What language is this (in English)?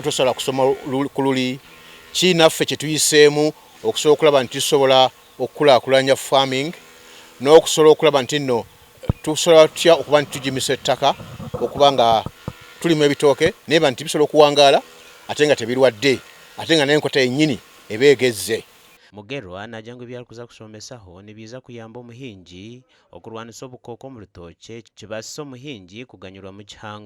Nyankole